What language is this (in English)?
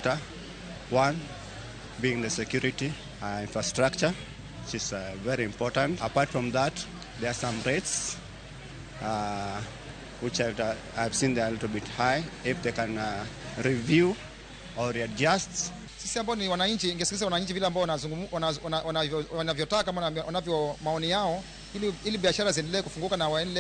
Luo (Kenya and Tanzania)